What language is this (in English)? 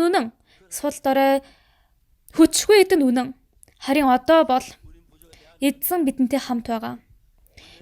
Mongolian